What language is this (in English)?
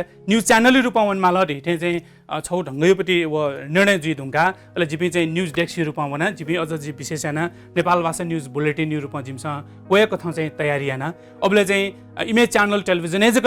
Newari